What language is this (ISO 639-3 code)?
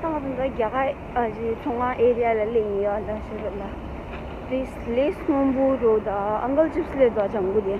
bod